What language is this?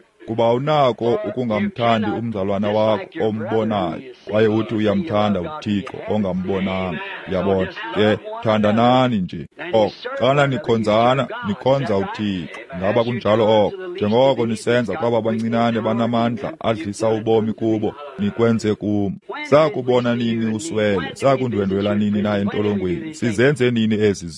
Xhosa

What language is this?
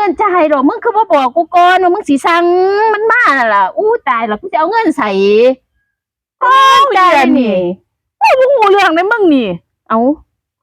Northeastern Thai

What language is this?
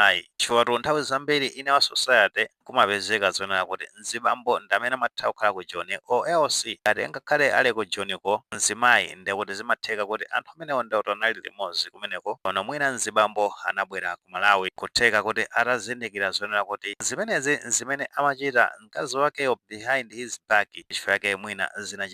Nyanja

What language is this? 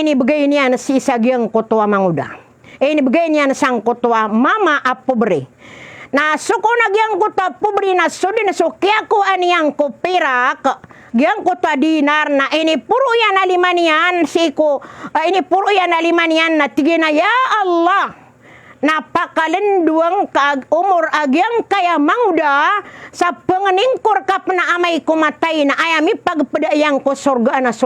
Maranao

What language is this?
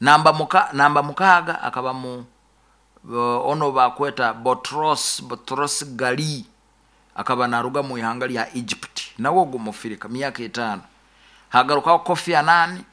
Nyoro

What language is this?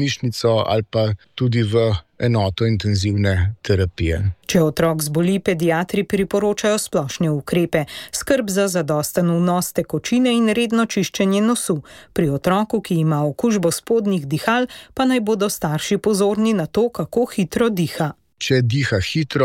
Slovenian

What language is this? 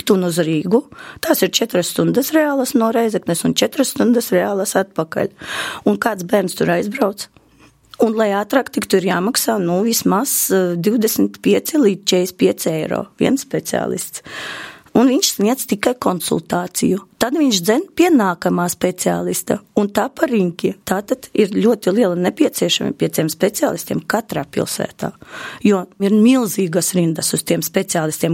Latvian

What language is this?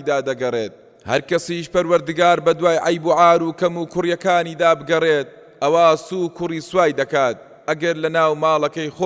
Central Kurdish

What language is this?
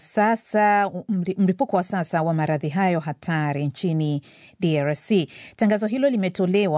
Swahili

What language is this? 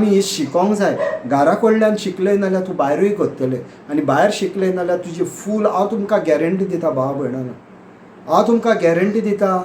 Konkani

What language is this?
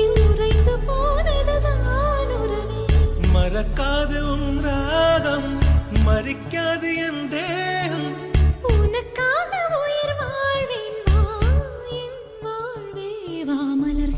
Tamil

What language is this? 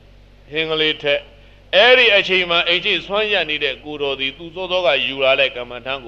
Burmese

